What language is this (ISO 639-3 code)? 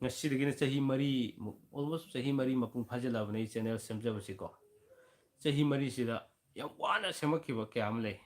mni